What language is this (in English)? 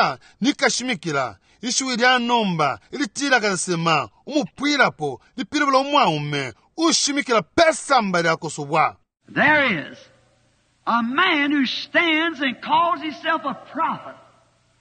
Bemba